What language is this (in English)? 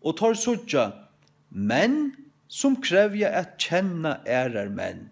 Faroese